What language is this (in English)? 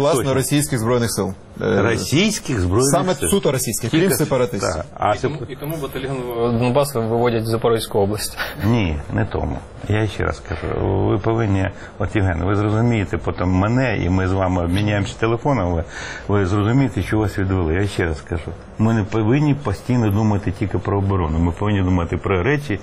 Ukrainian